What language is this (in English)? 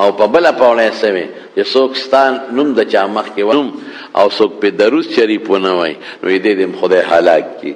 Pashto